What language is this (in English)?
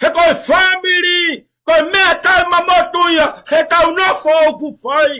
Tongan